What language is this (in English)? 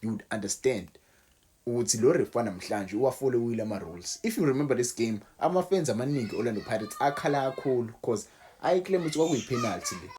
Zulu